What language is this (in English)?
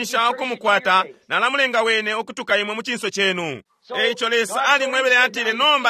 Bemba